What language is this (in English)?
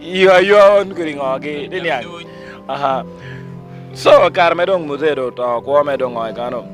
Lango (Uganda)